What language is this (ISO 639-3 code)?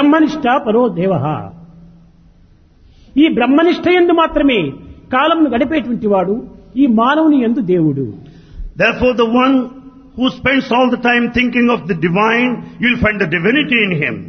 tel